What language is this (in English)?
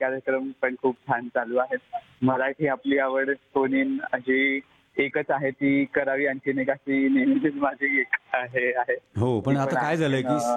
Marathi